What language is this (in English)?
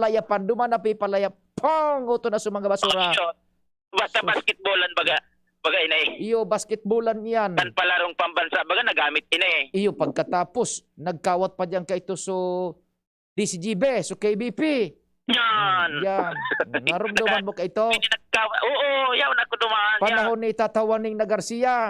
Bikol